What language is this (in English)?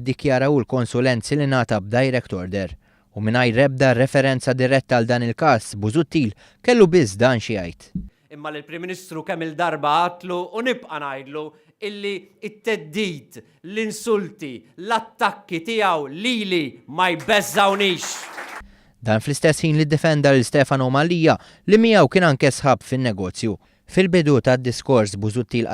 Maltese